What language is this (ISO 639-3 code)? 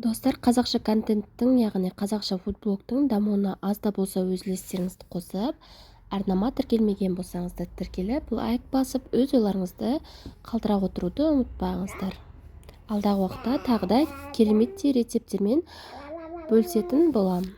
kaz